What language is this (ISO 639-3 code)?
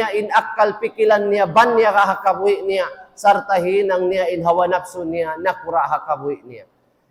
tsg